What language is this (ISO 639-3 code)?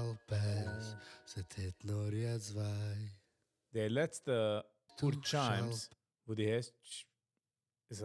yid